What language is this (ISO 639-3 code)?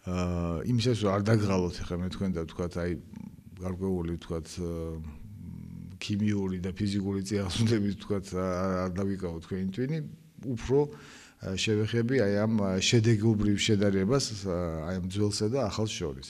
kat